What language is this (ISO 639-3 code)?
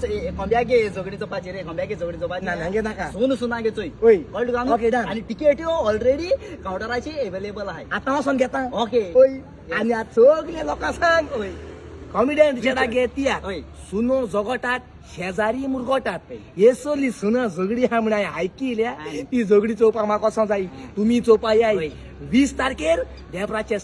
kok